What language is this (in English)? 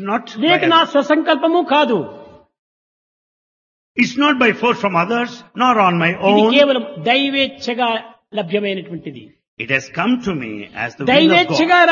Telugu